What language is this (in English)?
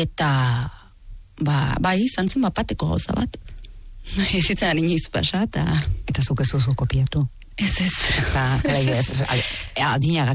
Basque